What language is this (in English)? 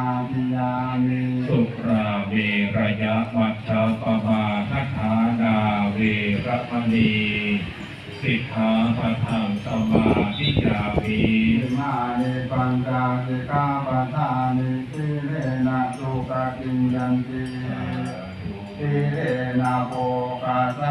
Pali